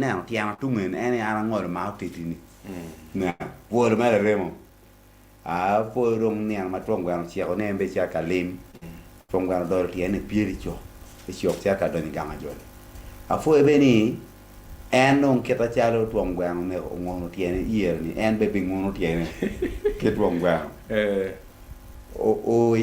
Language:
Acoli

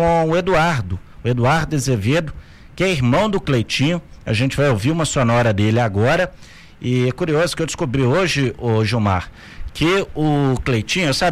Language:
Portuguese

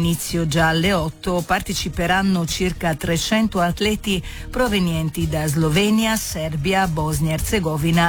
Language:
Italian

